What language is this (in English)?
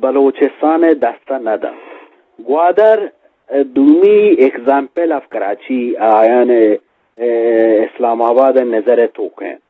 Eastern Balochi